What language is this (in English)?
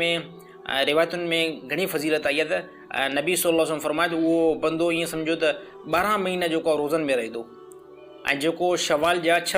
Sindhi